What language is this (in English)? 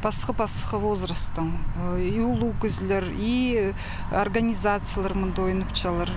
Khakas